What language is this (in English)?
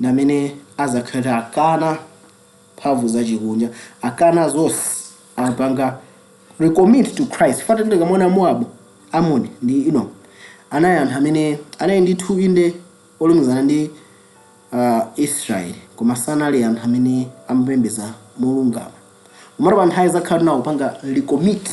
Nyanja